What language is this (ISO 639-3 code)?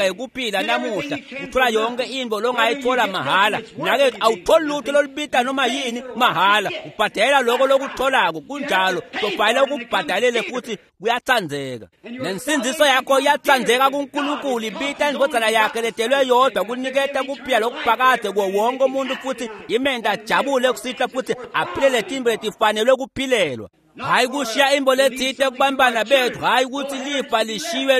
ssw